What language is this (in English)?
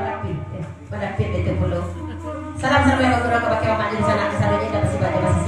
Minangkabau